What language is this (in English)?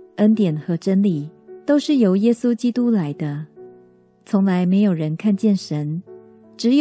Chinese